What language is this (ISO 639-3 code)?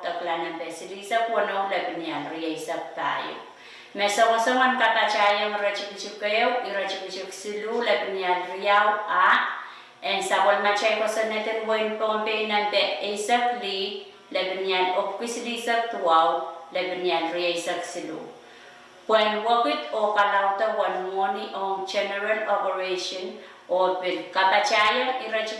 pon